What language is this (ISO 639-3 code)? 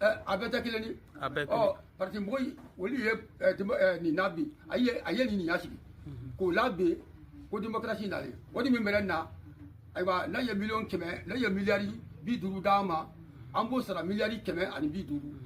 bam